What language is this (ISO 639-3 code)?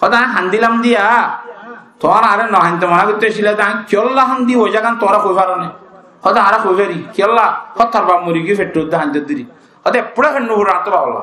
rhg